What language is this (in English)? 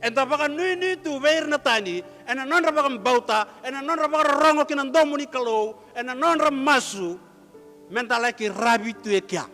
Fijian